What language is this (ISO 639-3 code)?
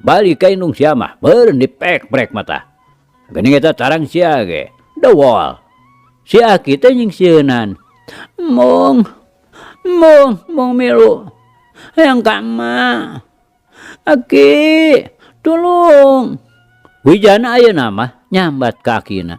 sun